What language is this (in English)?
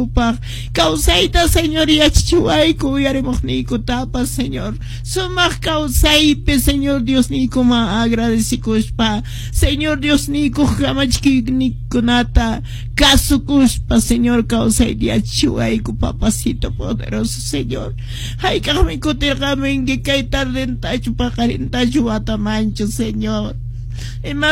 Quechua